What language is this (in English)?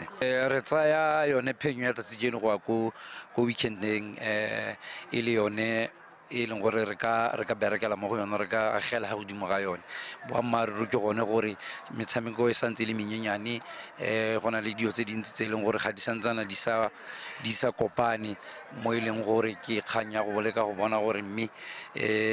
Tswana